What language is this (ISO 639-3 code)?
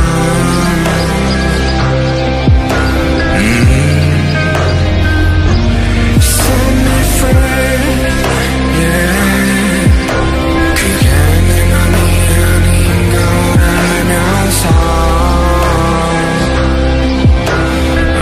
kor